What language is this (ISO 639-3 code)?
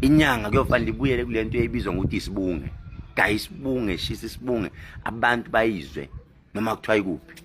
zul